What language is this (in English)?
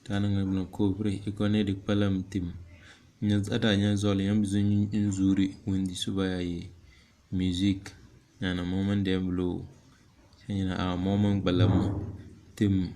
Tem